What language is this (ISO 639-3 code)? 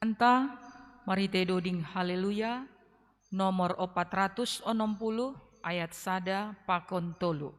bts